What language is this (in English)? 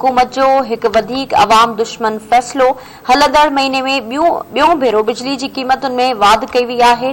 Sindhi